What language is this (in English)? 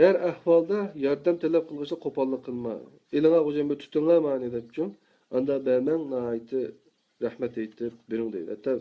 Uyghur